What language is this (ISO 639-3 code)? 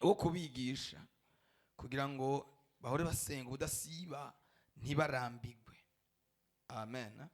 run